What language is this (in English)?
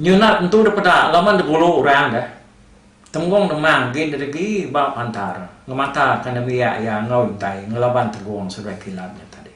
Iban